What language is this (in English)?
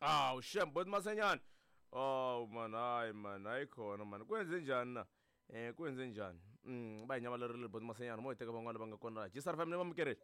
Tsonga